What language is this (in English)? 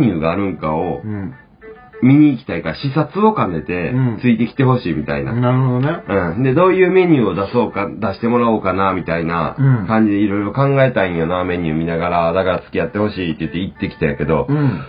Japanese